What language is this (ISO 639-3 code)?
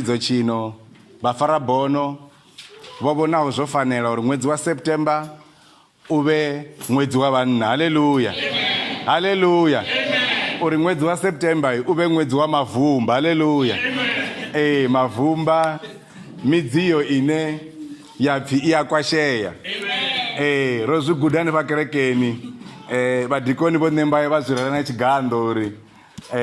ven